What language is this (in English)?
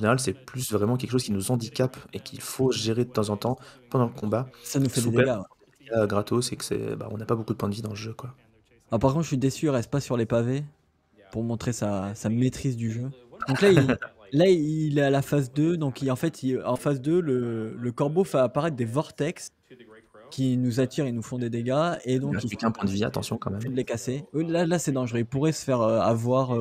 French